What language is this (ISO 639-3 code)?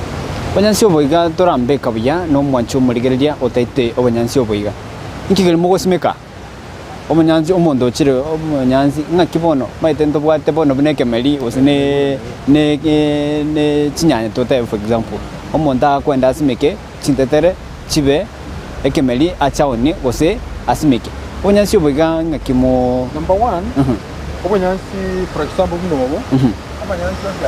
guz